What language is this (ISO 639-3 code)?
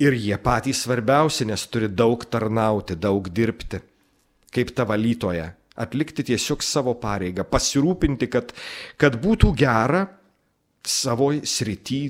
lit